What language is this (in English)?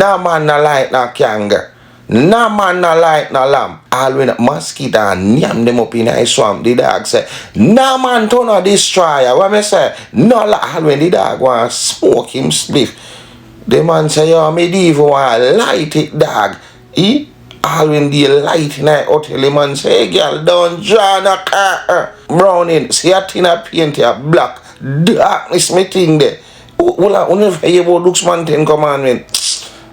Jamaican Creole English